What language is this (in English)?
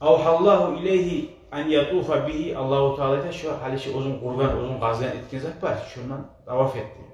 Kumyk